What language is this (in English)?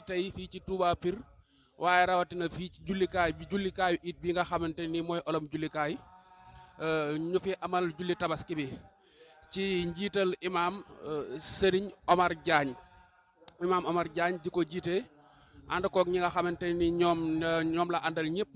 Wolof